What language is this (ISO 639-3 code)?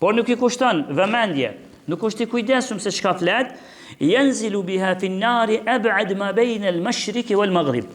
sqi